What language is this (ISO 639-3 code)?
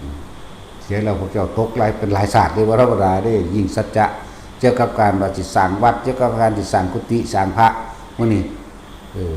tts